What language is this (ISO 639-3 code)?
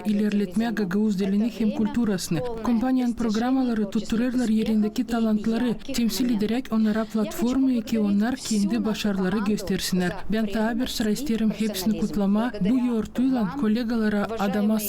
gag